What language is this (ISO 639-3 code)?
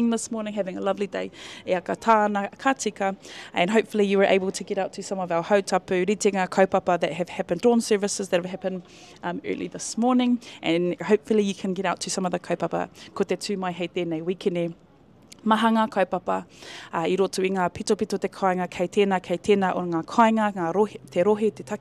mri